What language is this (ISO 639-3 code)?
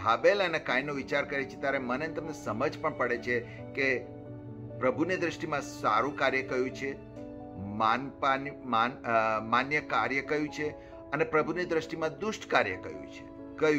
guj